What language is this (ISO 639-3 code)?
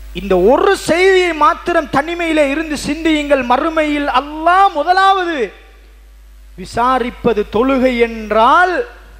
tam